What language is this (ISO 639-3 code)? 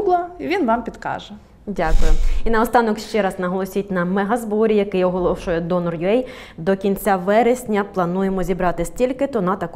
ukr